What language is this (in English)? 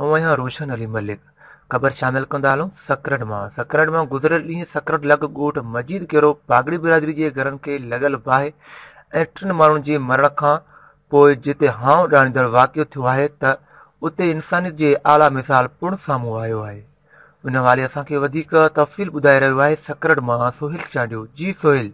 Sindhi